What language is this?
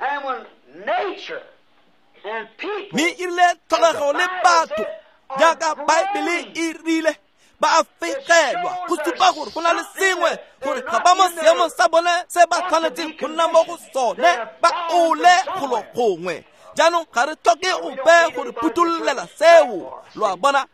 Tswana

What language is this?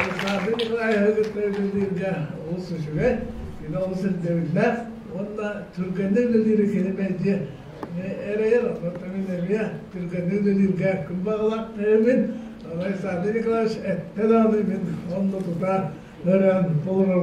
Yakut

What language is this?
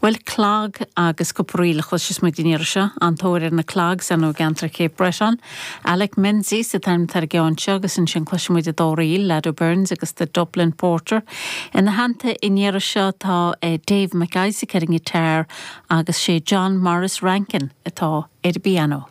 Irish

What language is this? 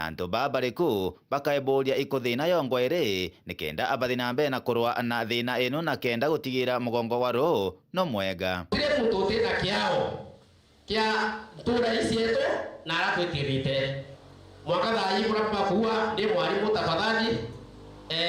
Meru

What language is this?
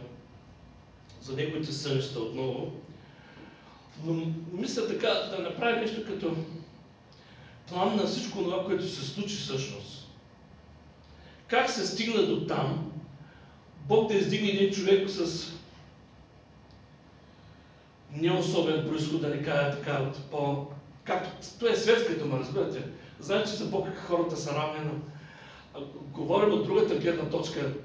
Bulgarian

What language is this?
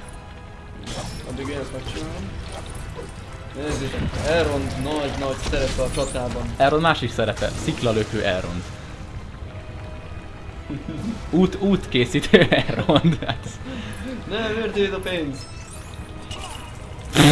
Hungarian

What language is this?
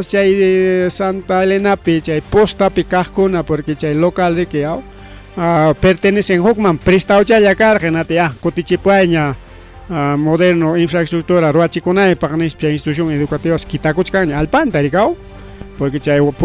Ayacucho Quechua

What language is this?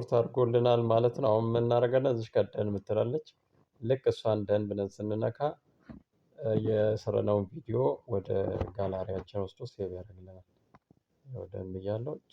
Amharic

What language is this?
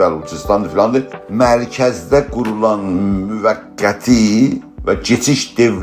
South Azerbaijani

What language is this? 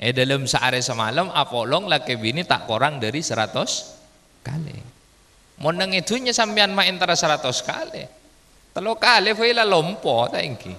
Madurese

